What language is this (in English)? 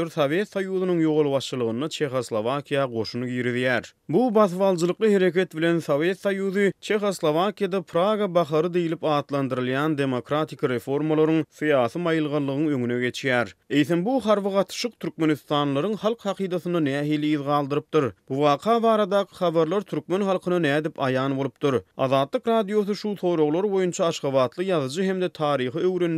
Turkmen